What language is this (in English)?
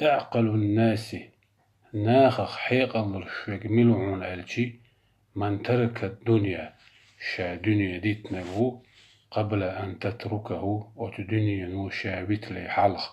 Chechen